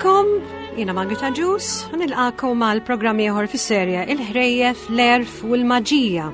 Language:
Maltese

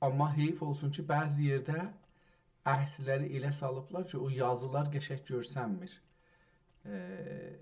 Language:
South Azerbaijani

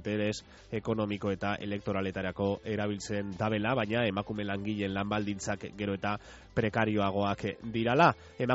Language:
Basque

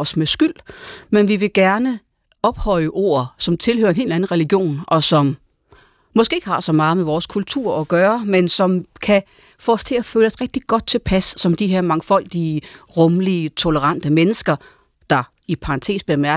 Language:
Danish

